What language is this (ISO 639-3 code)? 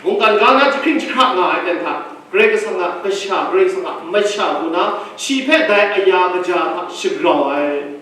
kac